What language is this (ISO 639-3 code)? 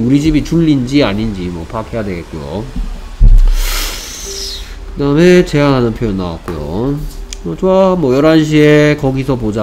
kor